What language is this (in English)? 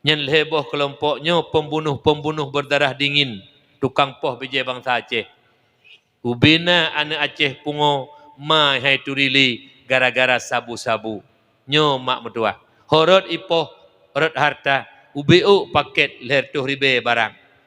Achinese